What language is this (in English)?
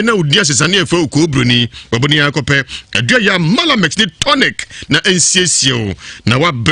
Akan